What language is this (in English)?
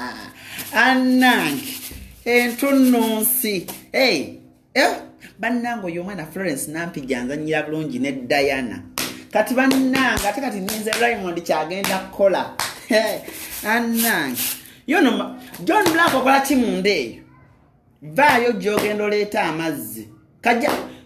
Ganda